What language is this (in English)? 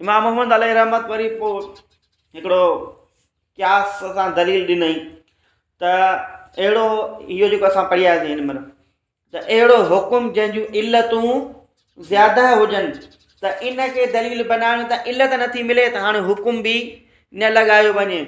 Sindhi